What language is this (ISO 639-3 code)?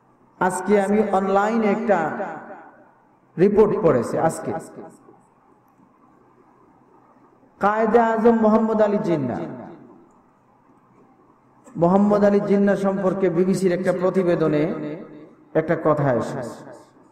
ben